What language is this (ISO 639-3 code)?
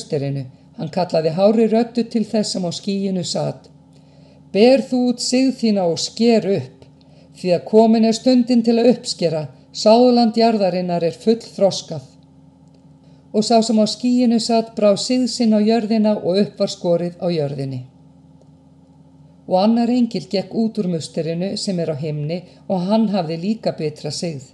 isl